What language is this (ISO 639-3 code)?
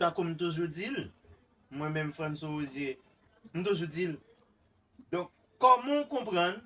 hat